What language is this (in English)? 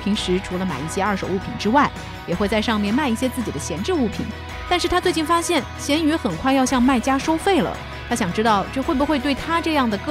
Chinese